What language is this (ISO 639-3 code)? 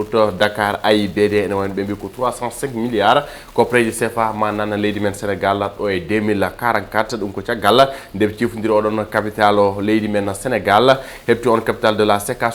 ful